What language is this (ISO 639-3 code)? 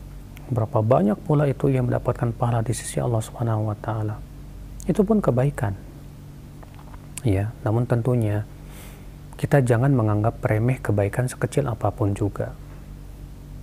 ind